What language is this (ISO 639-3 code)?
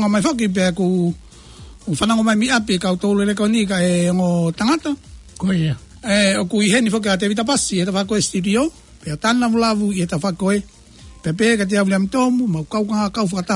ton